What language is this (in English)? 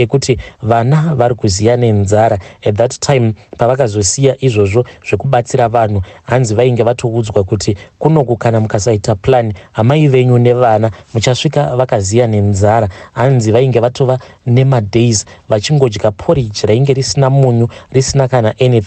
Shona